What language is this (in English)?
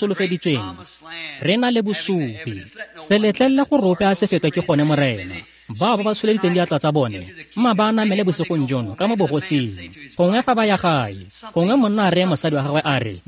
Tswana